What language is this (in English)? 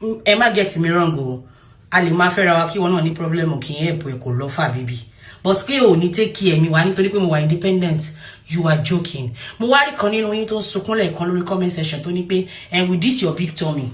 Yoruba